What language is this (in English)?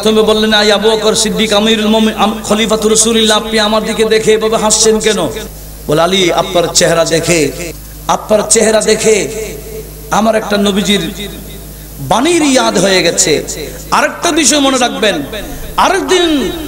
Bangla